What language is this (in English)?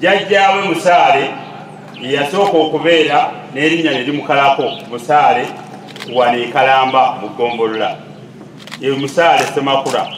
Ganda